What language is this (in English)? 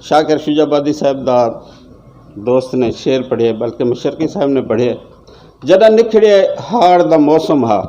Saraiki